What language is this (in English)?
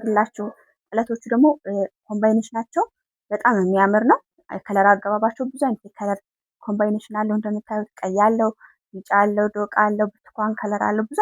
Amharic